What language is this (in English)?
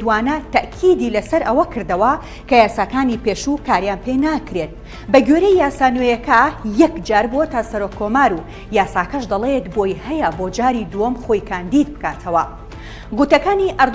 Central Kurdish